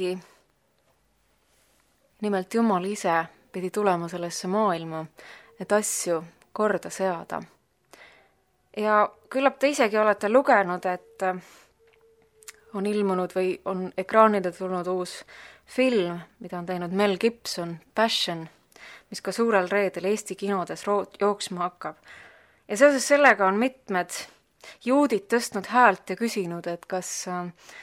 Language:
Estonian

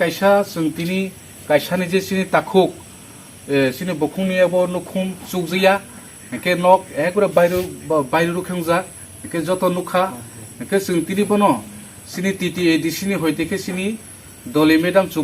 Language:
Kok Borok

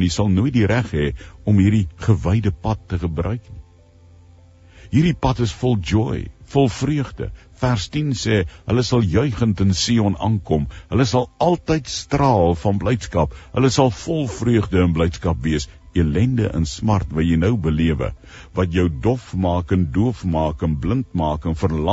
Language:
Afrikaans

